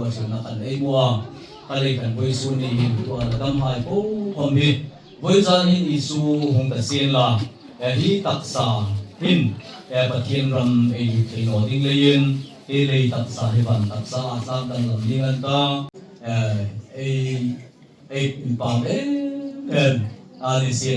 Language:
Hmar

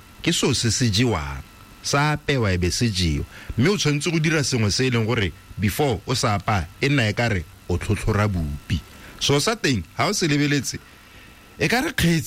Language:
Tswana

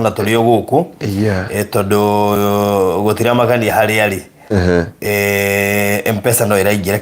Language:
Kikuyu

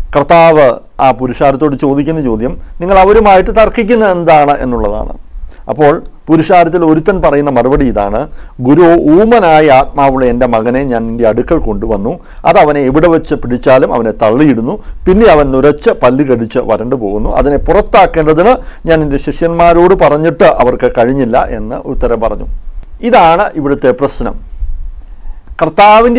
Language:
Malayalam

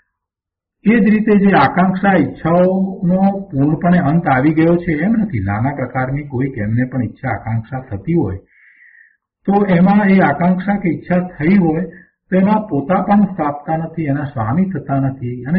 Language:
Gujarati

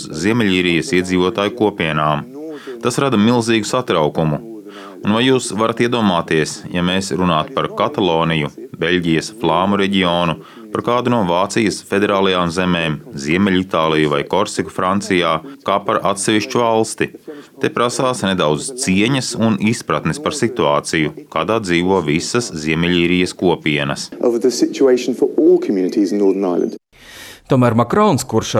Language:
Latvian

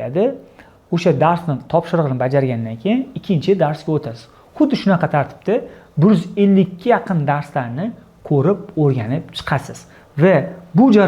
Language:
Uzbek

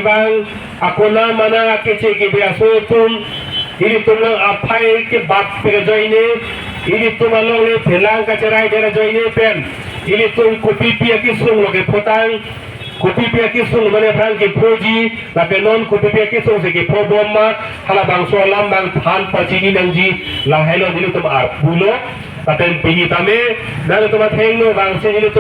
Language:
Karbi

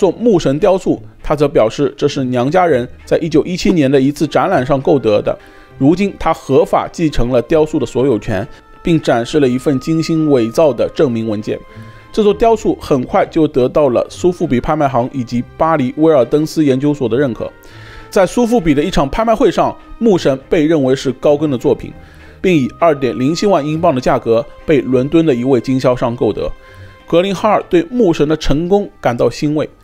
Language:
Chinese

